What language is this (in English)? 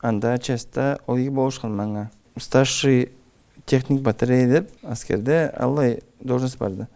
Karachay-Balkar